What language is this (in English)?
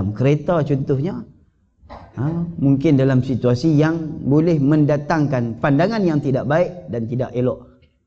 Malay